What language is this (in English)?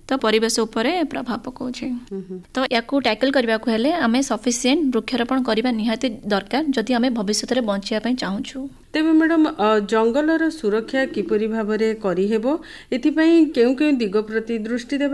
Odia